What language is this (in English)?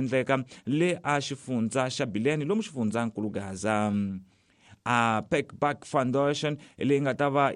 Tsonga